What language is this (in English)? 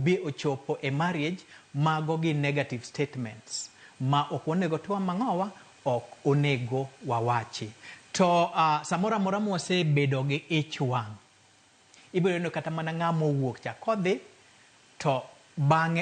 Luo (Kenya and Tanzania)